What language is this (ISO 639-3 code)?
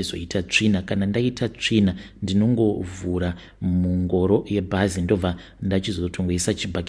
sna